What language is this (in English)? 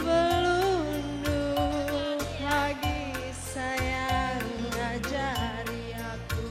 Batak Karo